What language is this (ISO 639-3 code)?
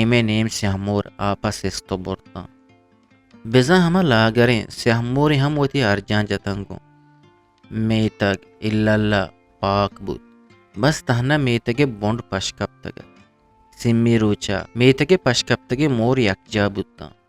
bgp